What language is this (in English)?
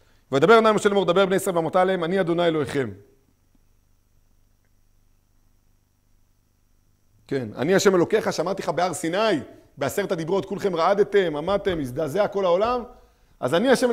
Hebrew